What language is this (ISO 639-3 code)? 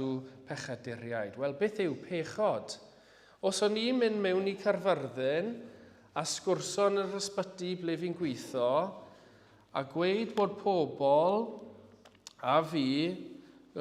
cym